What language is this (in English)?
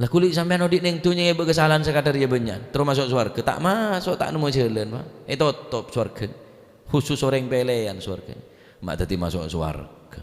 Madurese